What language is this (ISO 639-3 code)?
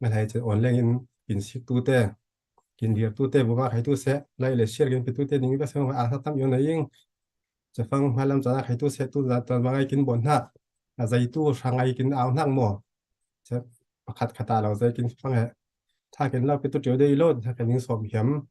cfm